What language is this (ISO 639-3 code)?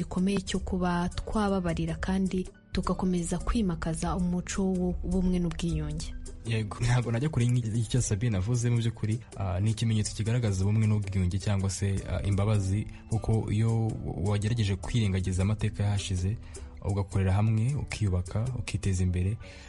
kin